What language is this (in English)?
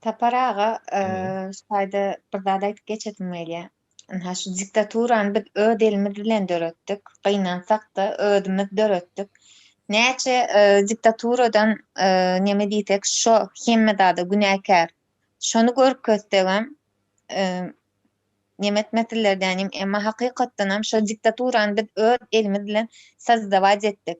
Turkmen